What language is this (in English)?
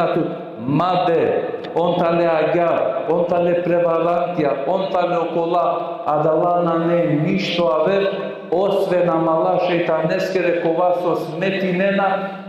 Balkan Romani